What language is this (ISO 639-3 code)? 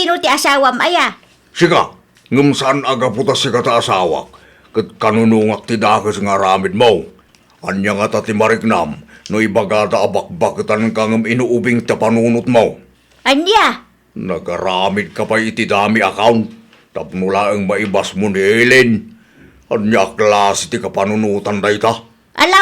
ilo